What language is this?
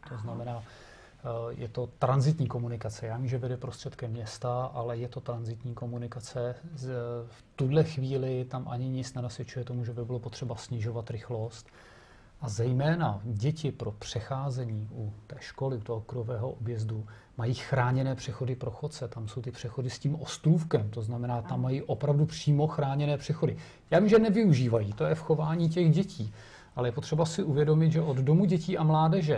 Czech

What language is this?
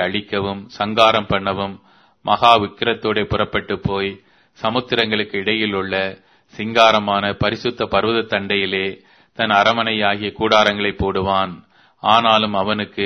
Tamil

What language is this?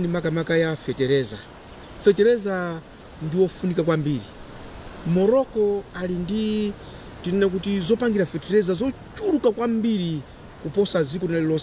Nyanja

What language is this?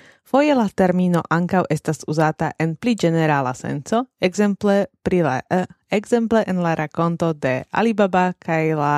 Esperanto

